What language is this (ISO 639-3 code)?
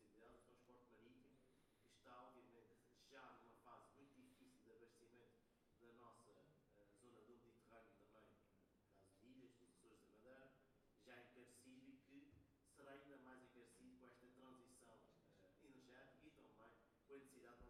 por